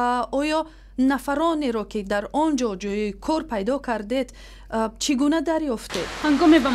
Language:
Tajik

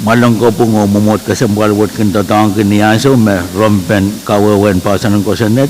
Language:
Pohnpeian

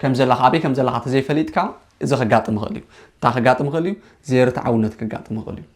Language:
Tigrinya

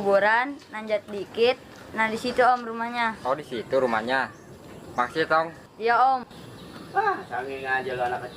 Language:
Betawi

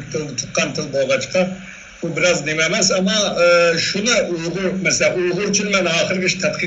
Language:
Uyghur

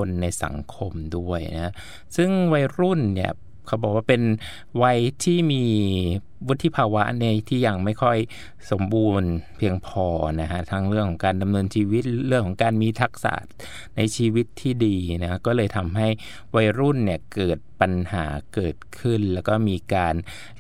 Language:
Thai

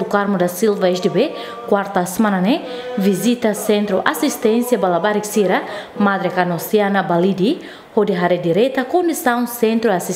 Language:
Tetum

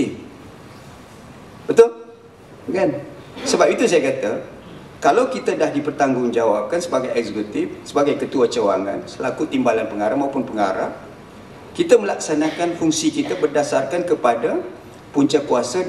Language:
Malay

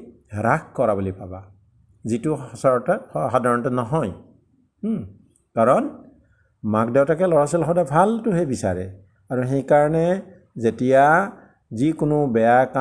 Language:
Assamese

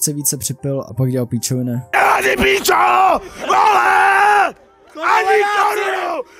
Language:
Czech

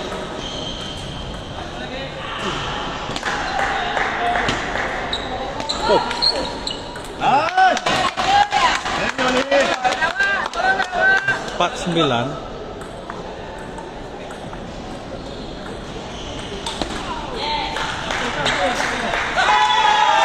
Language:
Malay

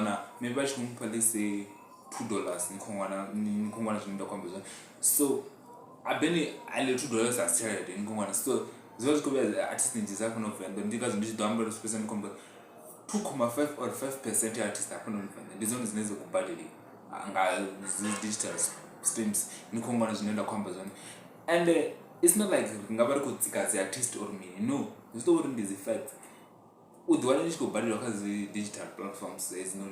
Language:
Venda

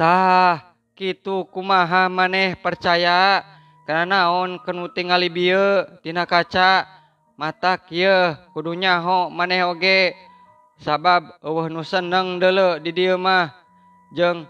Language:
Sundanese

